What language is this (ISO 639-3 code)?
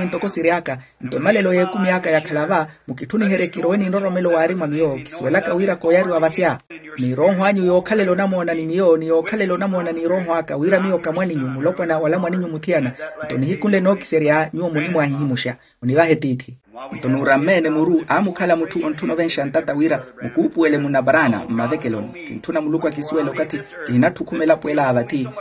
vmw